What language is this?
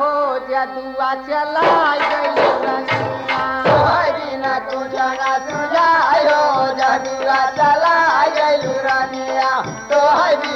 Bhojpuri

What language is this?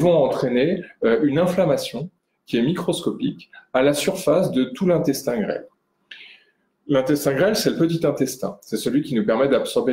French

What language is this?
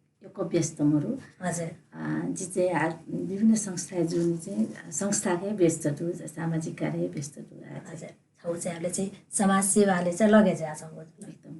Newari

